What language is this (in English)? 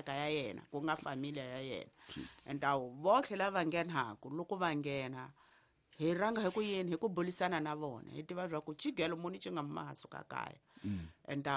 Tsonga